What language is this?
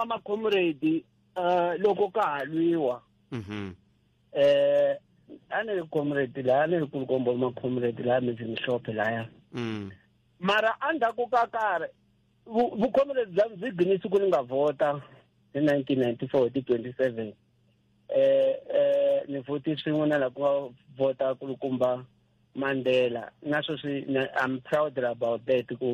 Tsonga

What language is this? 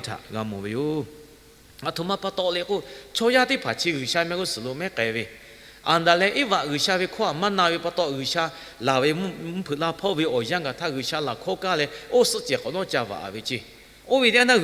Lahu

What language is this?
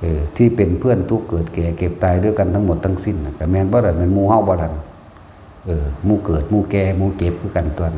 Northeastern Thai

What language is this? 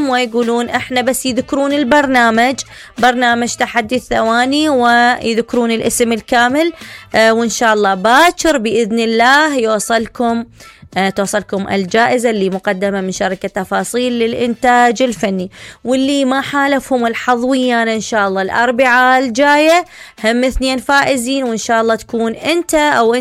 Mesopotamian Arabic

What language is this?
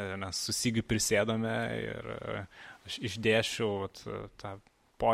Lithuanian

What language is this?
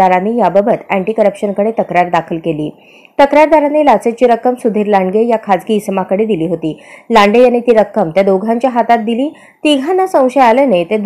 Marathi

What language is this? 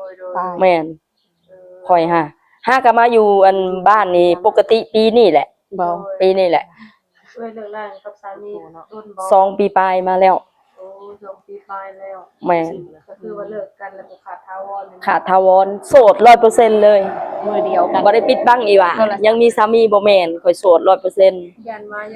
Lao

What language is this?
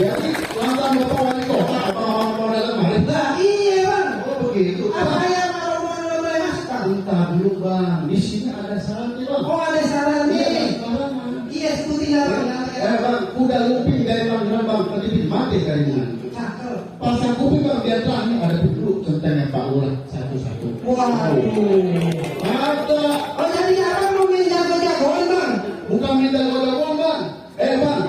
Betawi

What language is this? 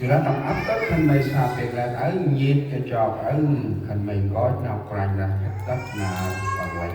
Central Mnong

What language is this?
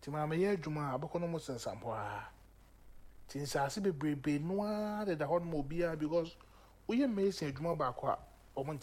Akan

